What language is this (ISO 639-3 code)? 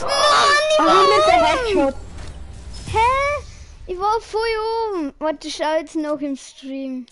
bar